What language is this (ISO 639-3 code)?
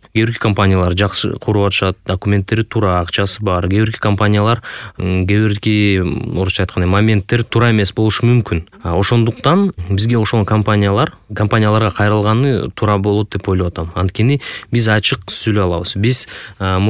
kir